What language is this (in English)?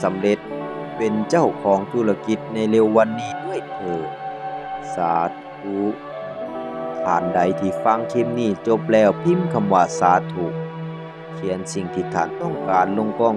Lao